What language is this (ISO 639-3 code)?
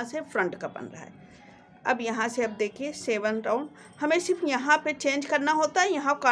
hin